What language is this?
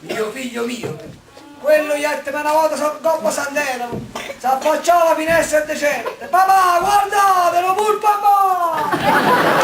Neapolitan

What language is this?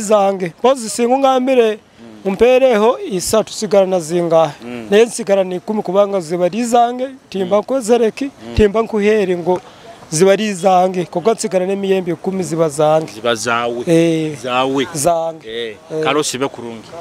Nyoro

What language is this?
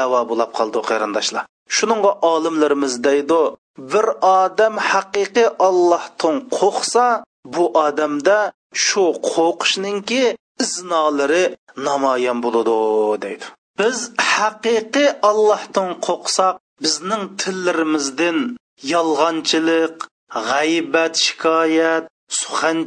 Uyghur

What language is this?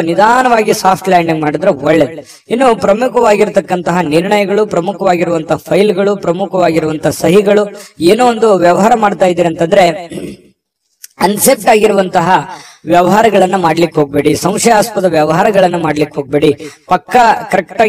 Kannada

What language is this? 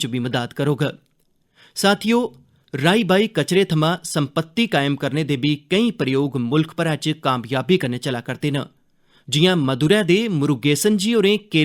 Dogri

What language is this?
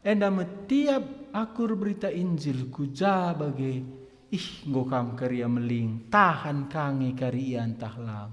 Batak Karo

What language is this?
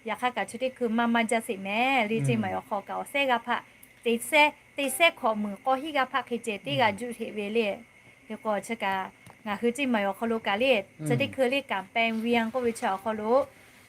Lahu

